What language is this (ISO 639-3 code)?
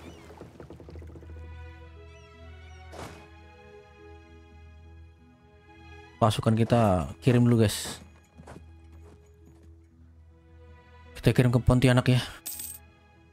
ind